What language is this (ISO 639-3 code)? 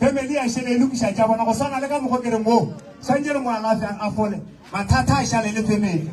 nso